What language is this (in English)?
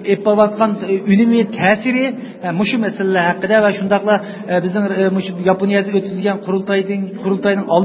Uyghur